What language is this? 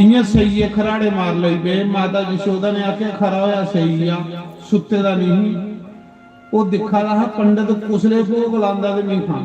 Dogri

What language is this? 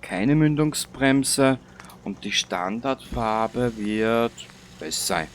Bavarian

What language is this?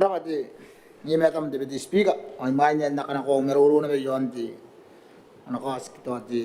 Gilbertese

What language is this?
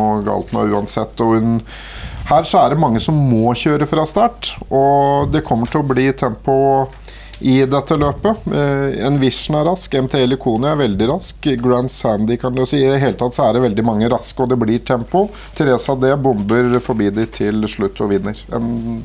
Norwegian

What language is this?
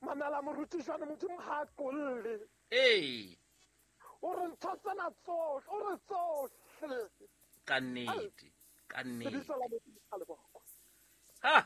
Southern Sotho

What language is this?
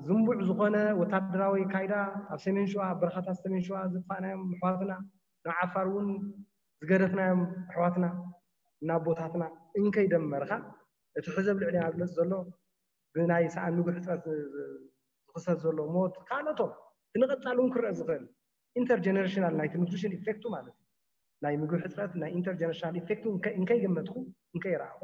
Tigrinya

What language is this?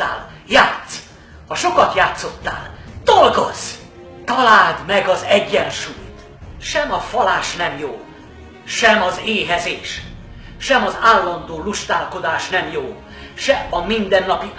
Hungarian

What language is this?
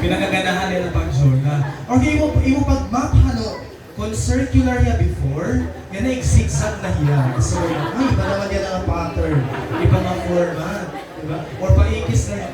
Waray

